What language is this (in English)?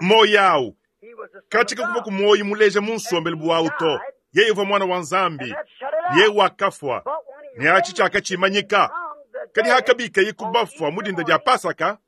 Luba-Lulua